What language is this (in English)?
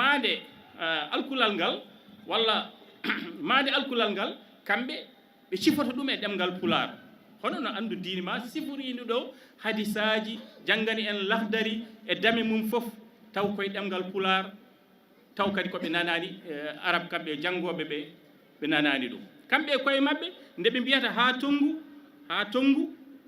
Fula